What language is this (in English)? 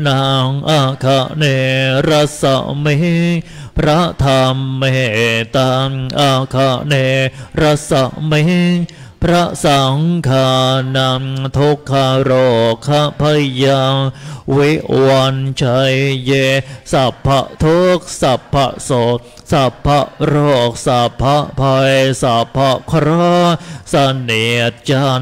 Thai